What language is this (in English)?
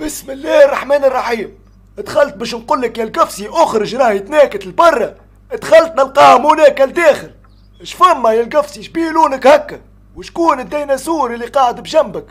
Tunisian Arabic